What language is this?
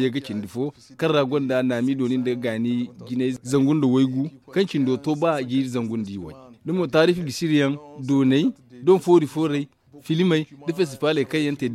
Zarma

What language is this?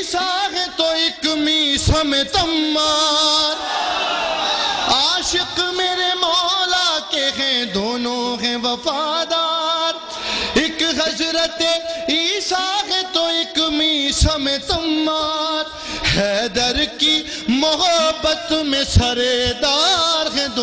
Urdu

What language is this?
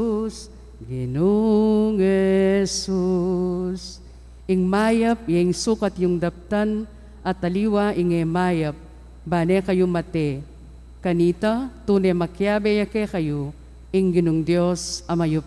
Pampanga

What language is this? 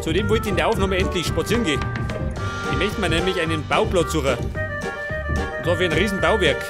Bavarian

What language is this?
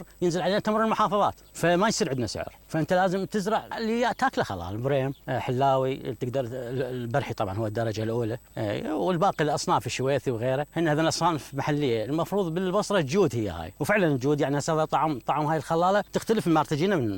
Mesopotamian Arabic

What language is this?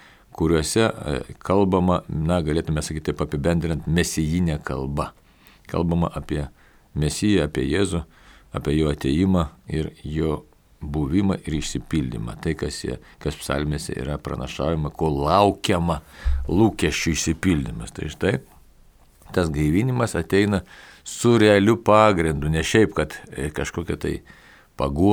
Lithuanian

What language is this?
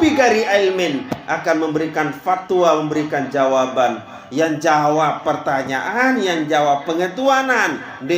Sasak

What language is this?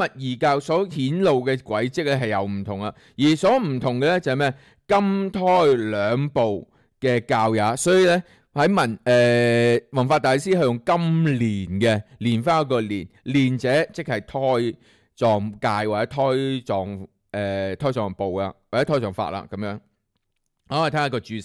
Cantonese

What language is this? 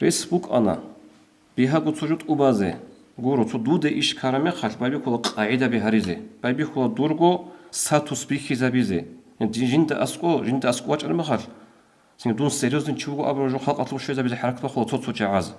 Avaric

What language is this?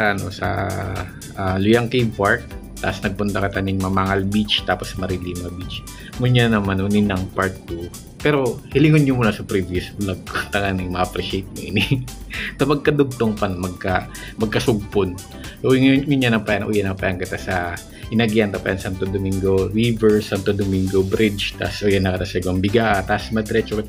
Bikol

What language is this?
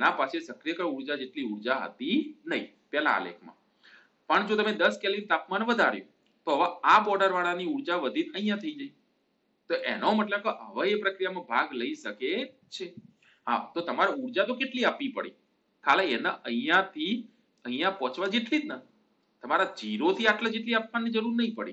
Gujarati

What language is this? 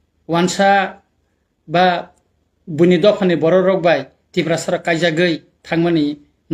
Kok Borok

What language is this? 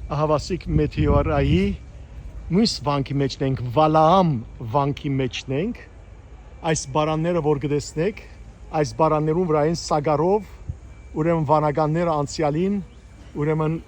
Western Armenian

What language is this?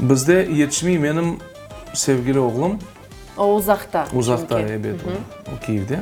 Crimean Tatar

